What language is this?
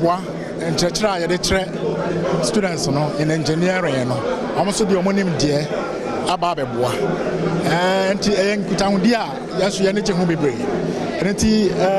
Akan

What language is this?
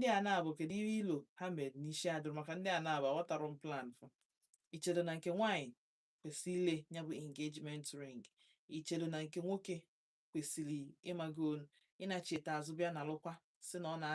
Igbo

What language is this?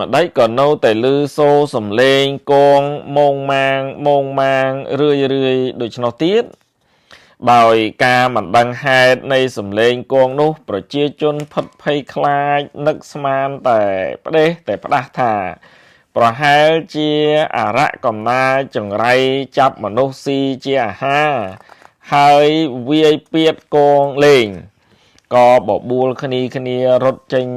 Khmer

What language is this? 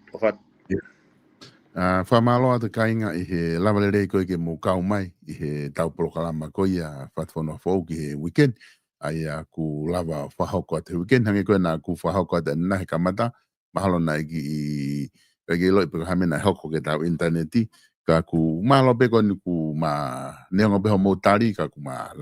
Tongan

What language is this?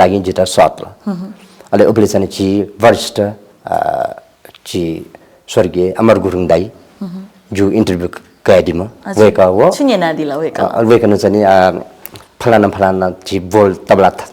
Newari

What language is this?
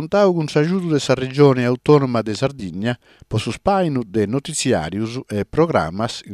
Sardinian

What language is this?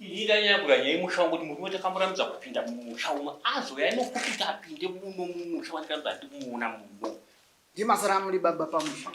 Shona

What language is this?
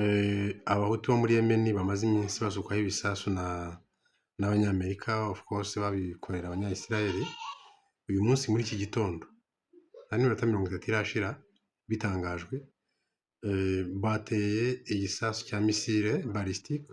Kinyarwanda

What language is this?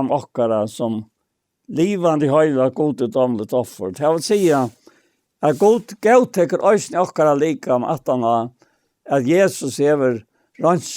Faroese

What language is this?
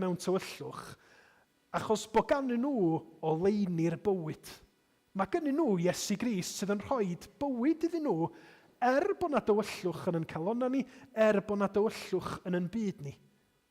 Welsh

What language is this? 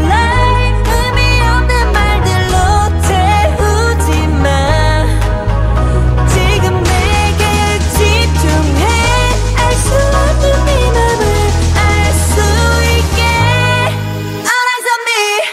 Korean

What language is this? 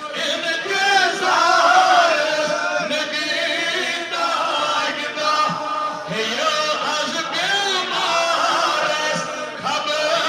Kashmiri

